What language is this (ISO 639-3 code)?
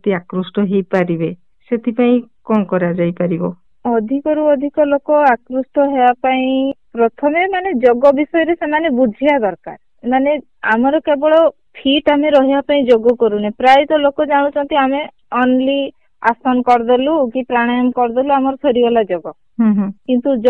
ori